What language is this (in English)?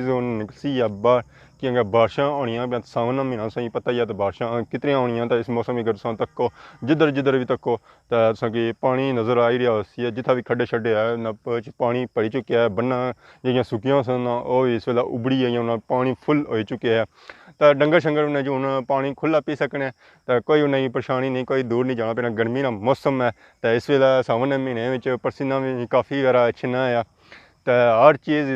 Pahari-Potwari